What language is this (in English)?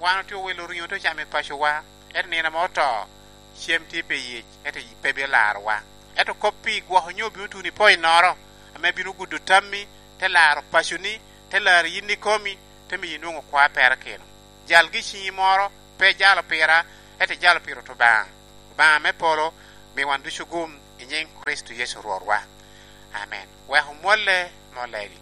Lango (Uganda)